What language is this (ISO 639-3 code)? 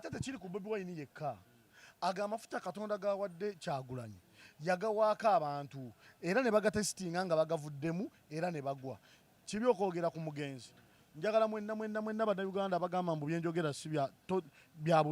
lug